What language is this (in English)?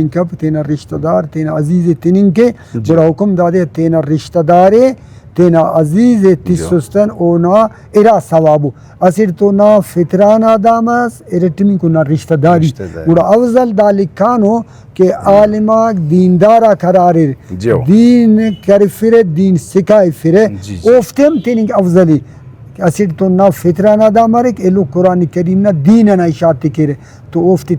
Brahui